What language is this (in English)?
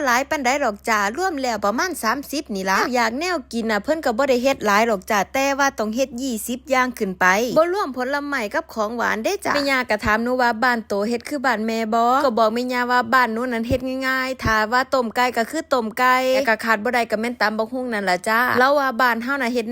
Northeastern Thai